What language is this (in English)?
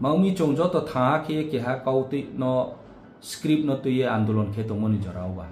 Riang (India)